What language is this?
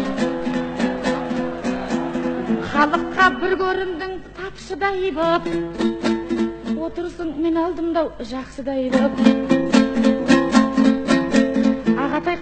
Kazakh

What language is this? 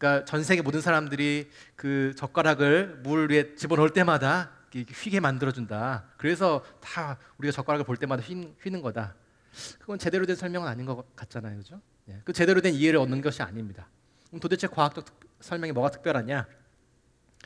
Korean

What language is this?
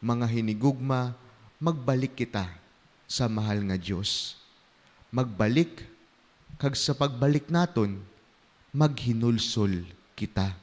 Hiligaynon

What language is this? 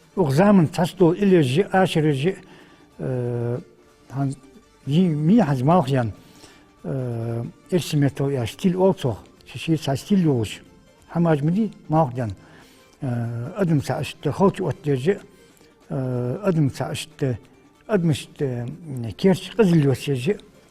Ingush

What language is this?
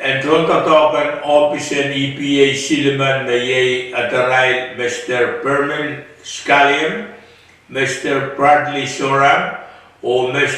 Pohnpeian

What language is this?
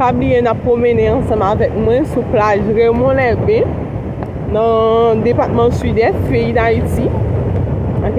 Haitian Creole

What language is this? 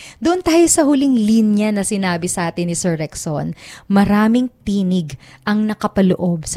Filipino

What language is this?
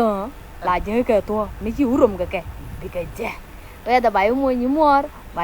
Nuer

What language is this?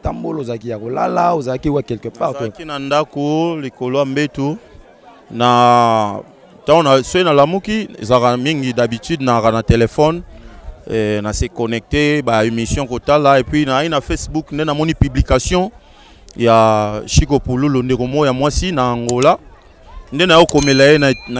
Lingala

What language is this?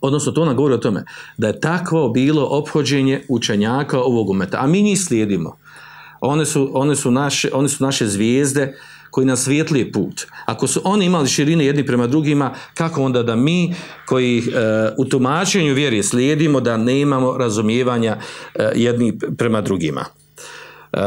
Bosnian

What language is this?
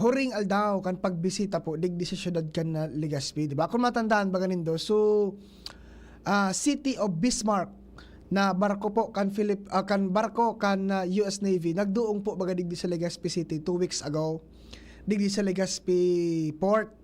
Bikol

